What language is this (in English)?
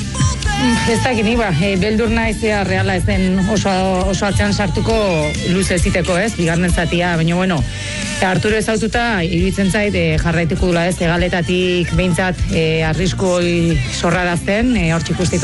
Basque